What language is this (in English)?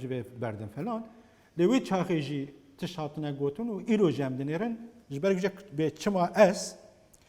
Kurdish